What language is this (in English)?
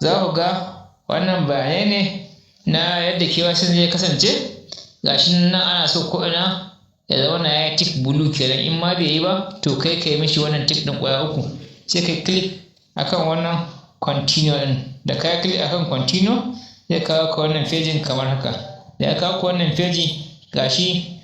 Hausa